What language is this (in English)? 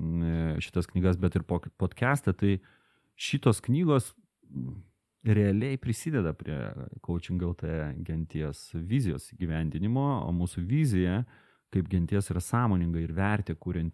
Lithuanian